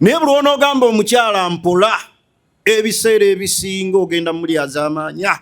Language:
Ganda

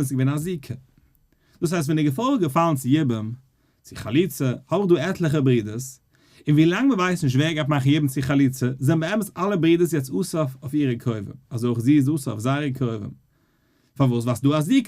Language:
Yiddish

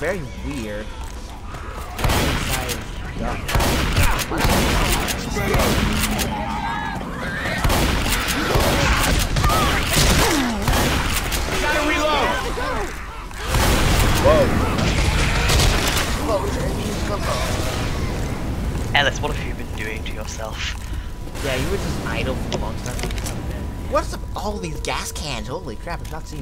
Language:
English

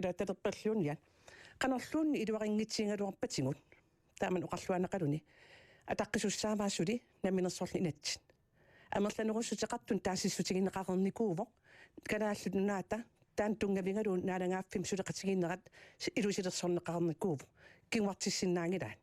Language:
Kalaallisut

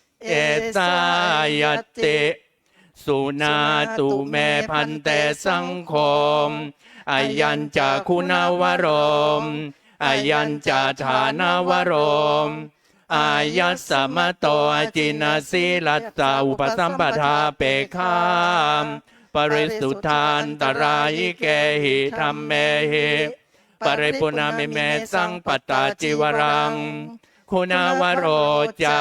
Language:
Pali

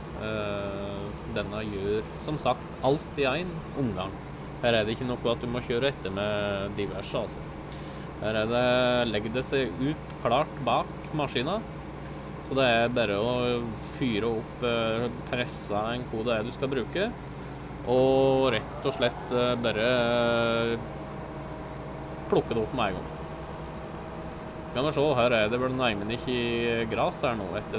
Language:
Norwegian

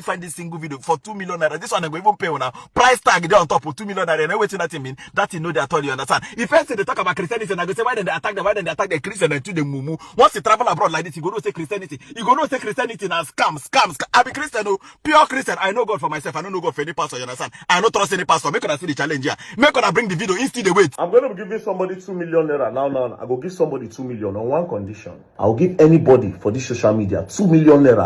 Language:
Nigerian Pidgin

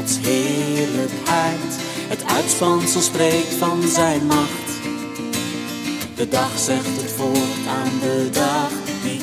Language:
Dutch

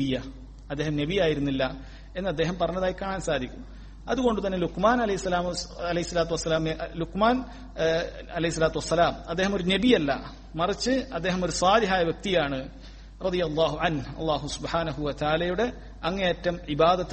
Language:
Malayalam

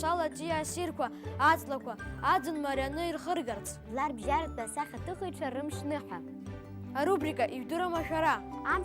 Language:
Abkhazian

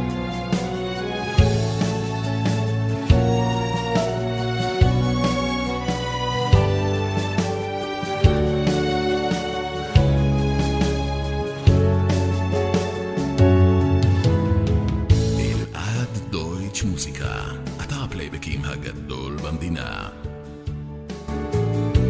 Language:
Hebrew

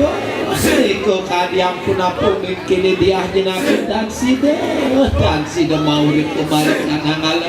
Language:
Balinese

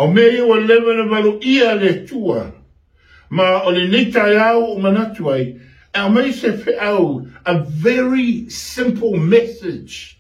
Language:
Samoan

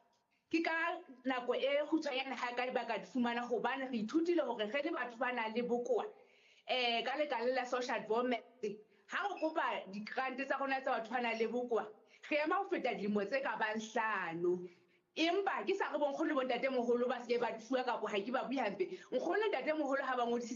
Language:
Southern Sotho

